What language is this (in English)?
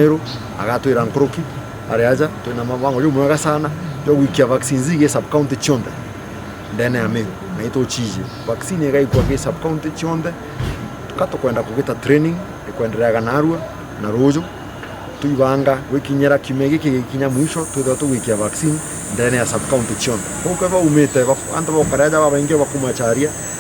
Meru